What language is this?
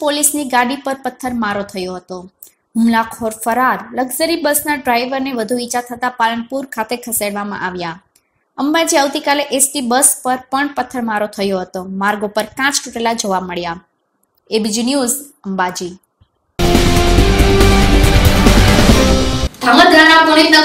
Gujarati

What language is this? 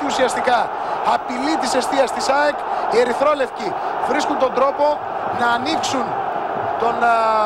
Greek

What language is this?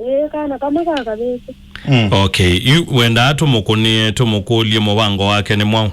Kamba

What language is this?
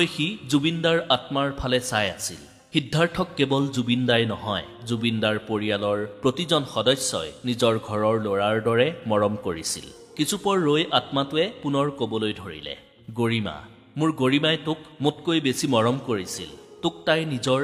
Assamese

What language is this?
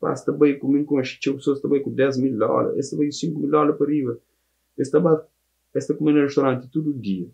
Kabuverdianu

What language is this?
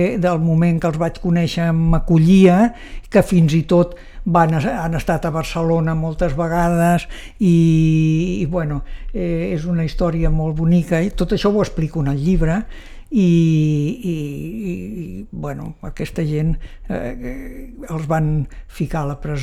Catalan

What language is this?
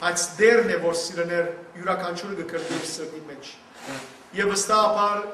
Western Armenian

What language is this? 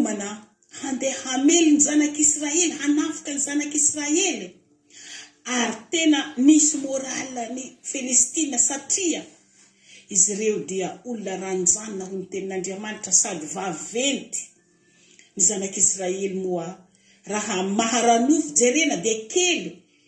Malagasy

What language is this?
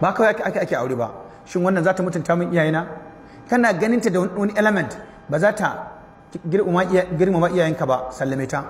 Hausa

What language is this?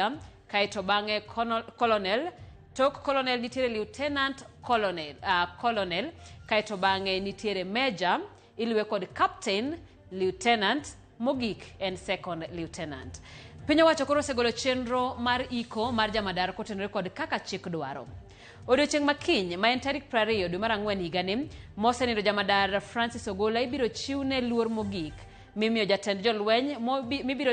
Luo (Kenya and Tanzania)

